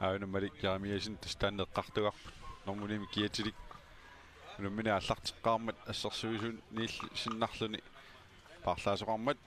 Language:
Kalaallisut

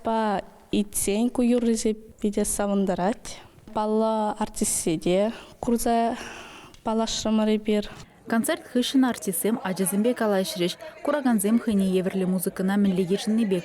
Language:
Chuvash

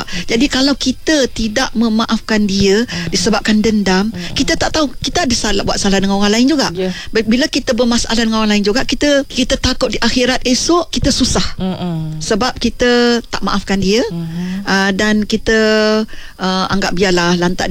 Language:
Malay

